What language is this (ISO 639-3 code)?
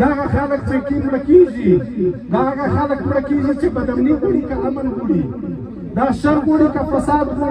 pus